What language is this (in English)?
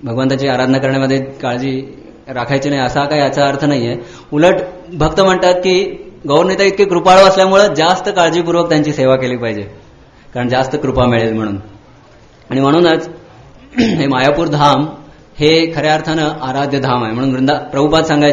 Marathi